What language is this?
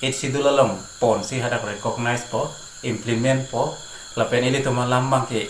Karbi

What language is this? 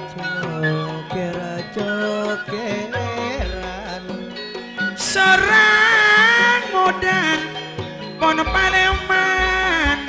Madurese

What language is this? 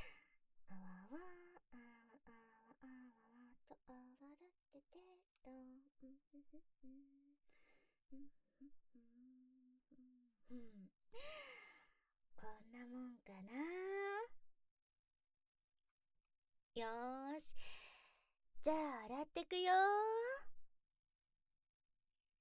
Japanese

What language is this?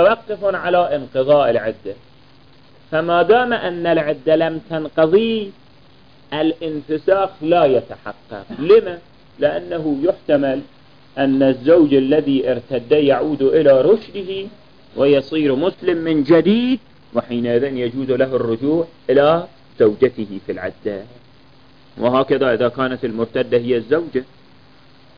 Arabic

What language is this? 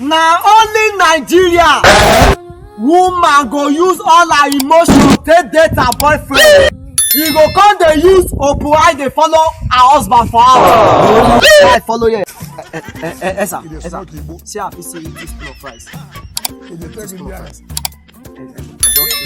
Nigerian Pidgin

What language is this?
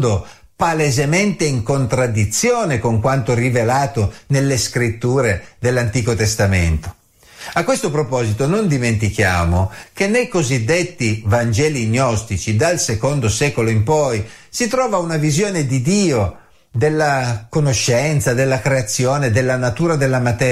Italian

